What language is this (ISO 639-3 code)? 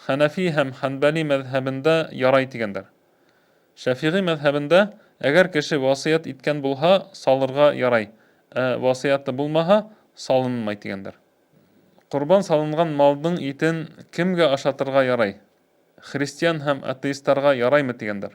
bak